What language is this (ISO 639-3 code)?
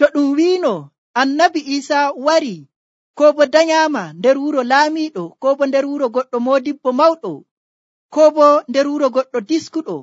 fuv